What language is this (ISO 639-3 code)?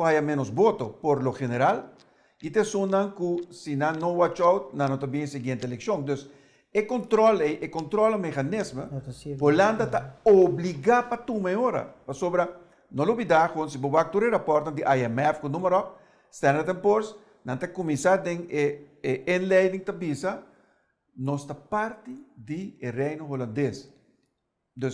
pap